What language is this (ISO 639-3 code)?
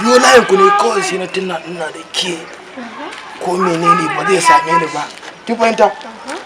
hau